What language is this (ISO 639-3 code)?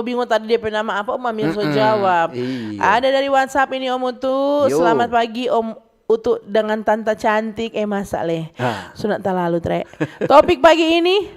xmm